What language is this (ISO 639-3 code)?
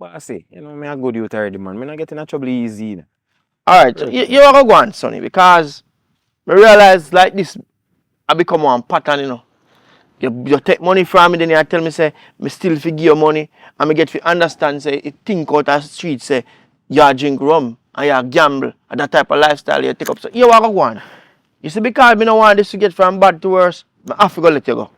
jam